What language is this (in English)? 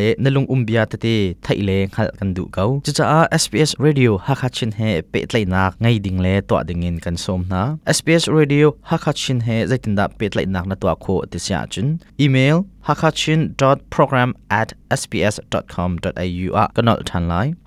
Hakha Chin